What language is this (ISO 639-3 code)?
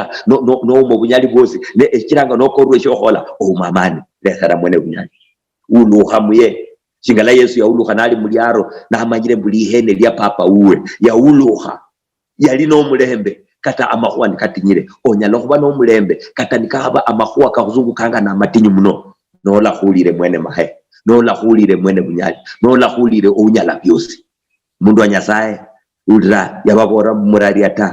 luy